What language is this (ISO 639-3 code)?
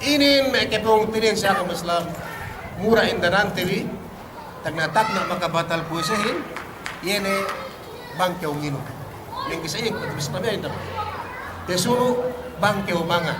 yka